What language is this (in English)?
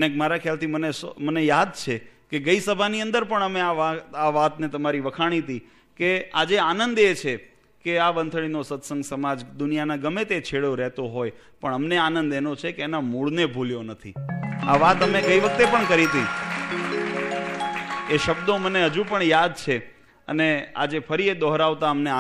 Gujarati